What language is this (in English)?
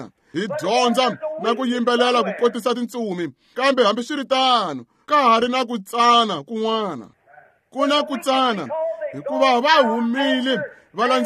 Tsonga